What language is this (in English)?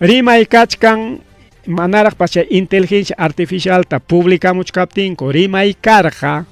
Ayacucho Quechua